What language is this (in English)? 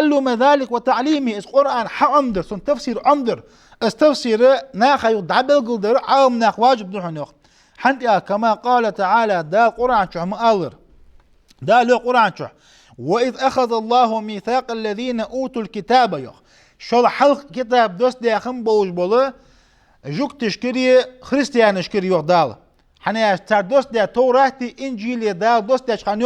Ingush